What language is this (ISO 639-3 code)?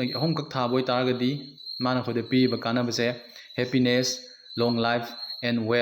mni